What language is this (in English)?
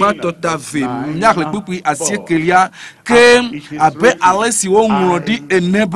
Ewe